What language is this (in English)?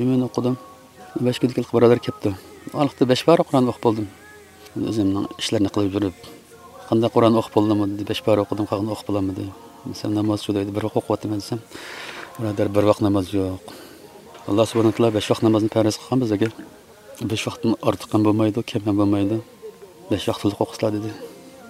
Uyghur